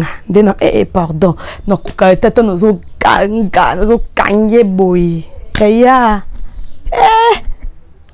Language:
Lingala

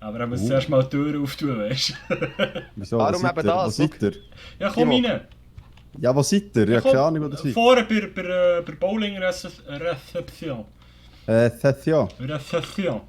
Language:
Swiss German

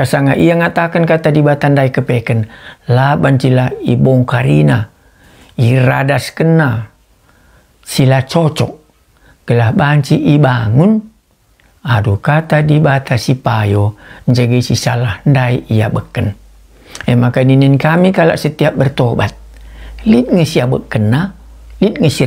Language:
Batak Karo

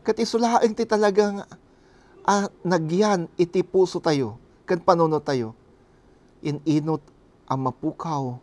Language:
Iloko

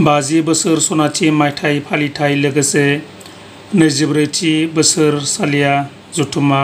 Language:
Bodo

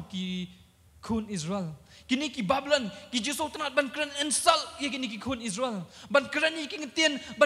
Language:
Khasi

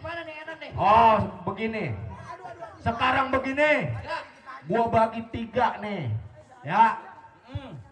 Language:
Betawi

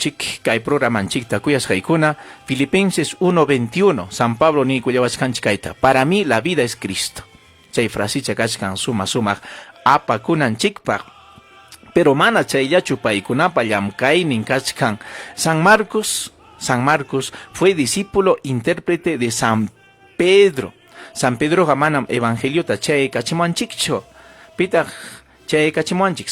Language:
Ayacucho Quechua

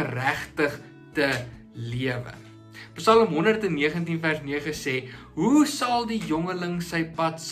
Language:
Afrikaans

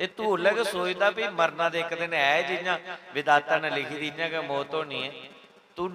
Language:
Dogri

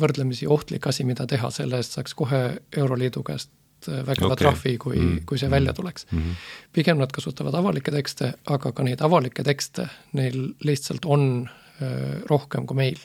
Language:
Estonian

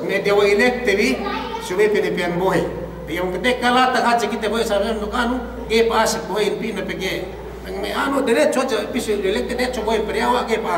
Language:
Yakan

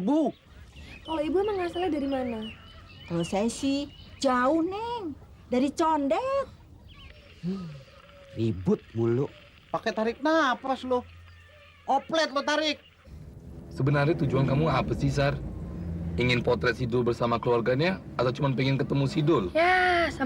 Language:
Betawi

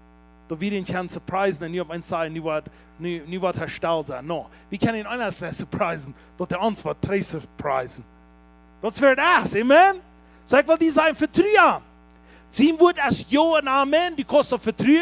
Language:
Plautdietsch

